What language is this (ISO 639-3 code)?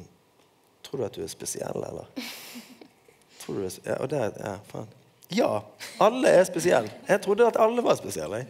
nor